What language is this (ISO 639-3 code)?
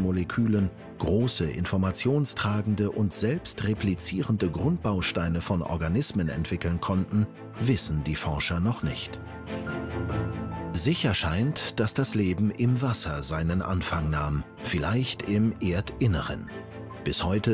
deu